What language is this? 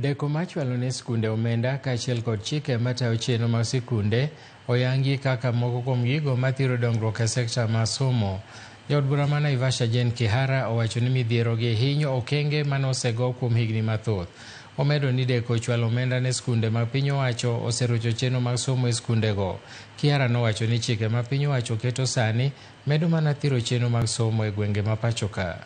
Luo (Kenya and Tanzania)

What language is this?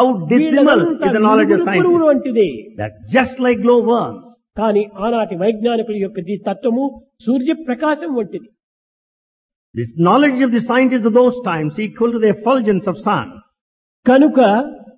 Telugu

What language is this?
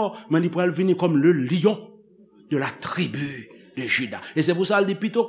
Haitian Creole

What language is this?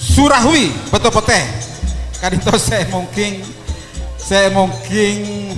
Madurese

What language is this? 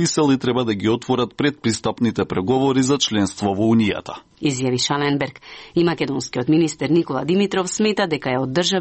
Macedonian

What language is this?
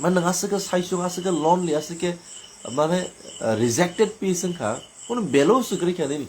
Kok Borok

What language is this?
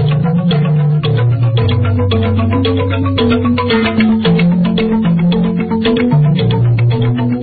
Indonesian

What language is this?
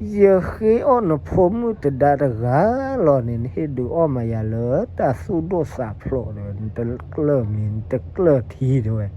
S'gaw Karen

